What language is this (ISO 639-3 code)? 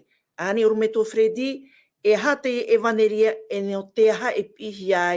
tah